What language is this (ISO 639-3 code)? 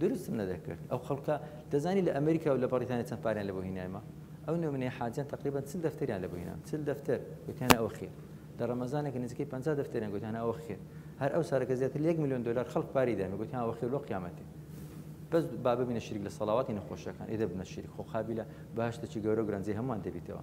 ckb